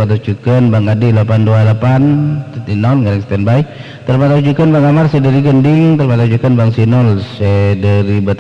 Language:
Madurese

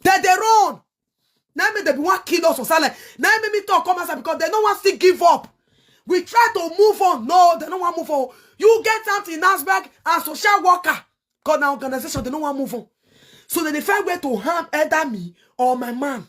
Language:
Nigerian Pidgin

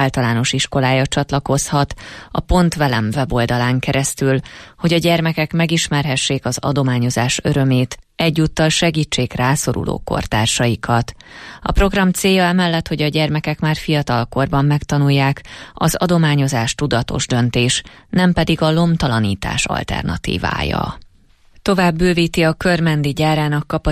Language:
Hungarian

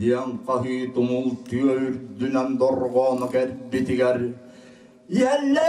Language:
Yakut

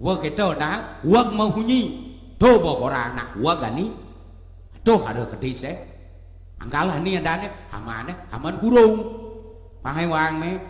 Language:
Balinese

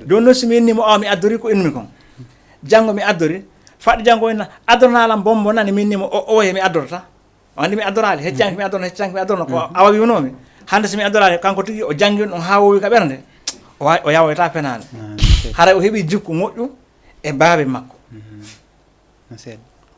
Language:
Fula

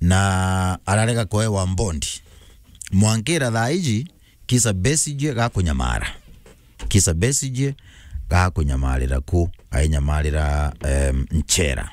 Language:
Meru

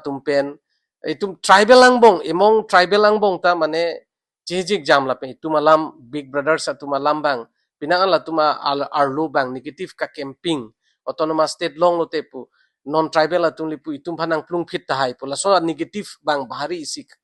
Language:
Karbi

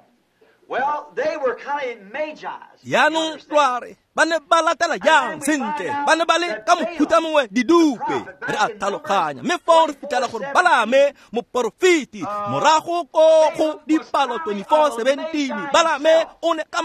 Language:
Tswana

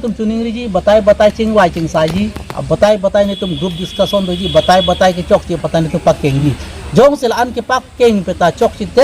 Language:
Karbi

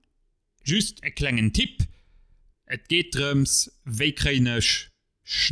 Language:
Luxembourgish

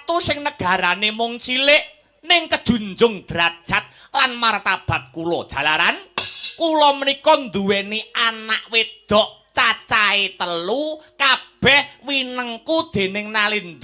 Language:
Javanese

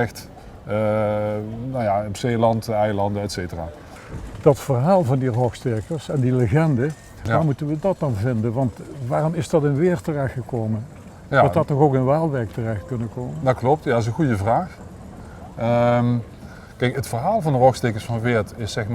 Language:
Limburgish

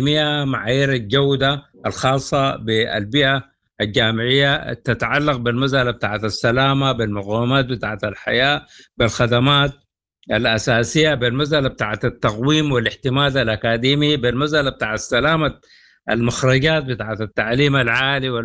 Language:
Sudanese Arabic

